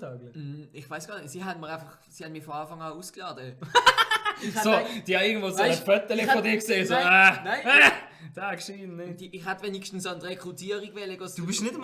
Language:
Swiss German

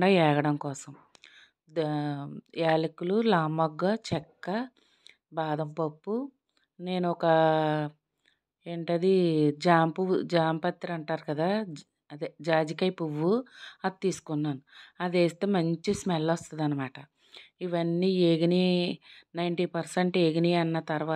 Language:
Telugu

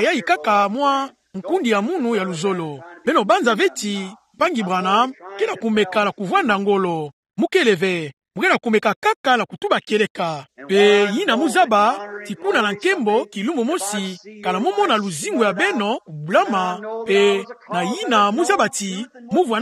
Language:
Kituba (Democratic Republic of Congo)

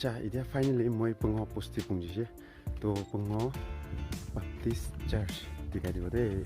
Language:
Naga Pidgin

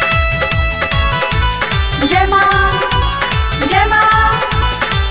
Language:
Bhojpuri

